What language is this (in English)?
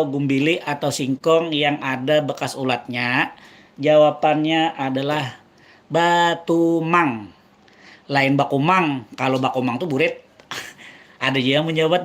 Banjar